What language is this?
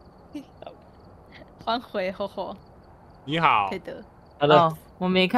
Chinese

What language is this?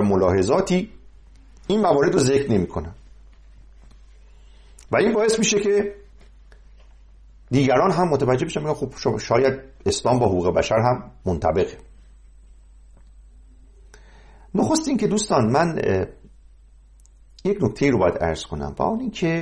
Persian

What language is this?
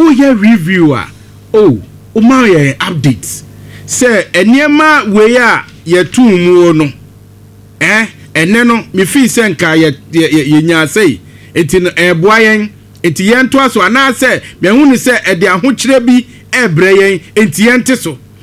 Akan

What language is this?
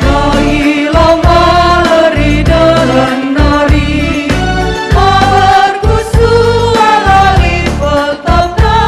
Batak Karo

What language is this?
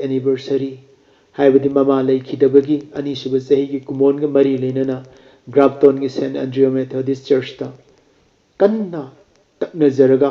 Manipuri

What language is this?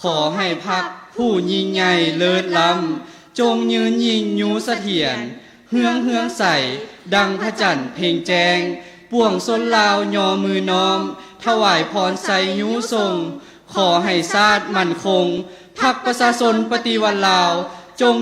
Lao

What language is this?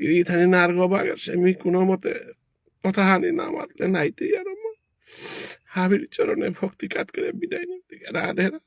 Bishnupriya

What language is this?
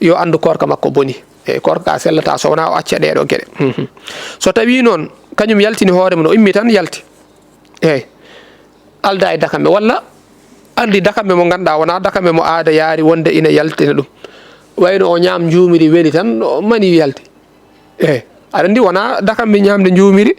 Fula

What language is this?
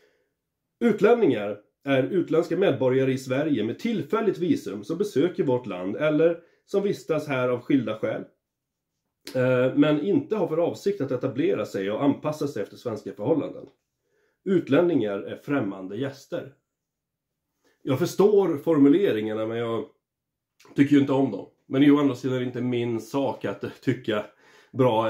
Swedish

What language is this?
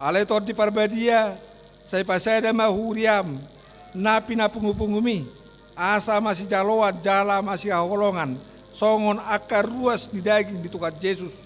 Batak Toba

